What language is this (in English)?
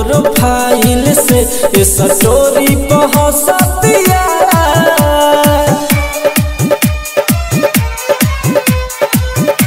Bhojpuri